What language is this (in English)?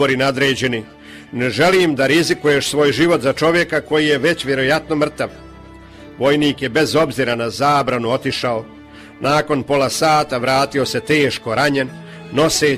Croatian